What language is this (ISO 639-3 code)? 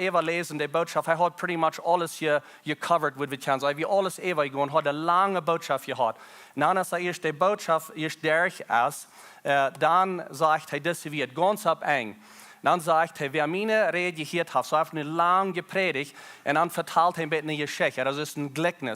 pdt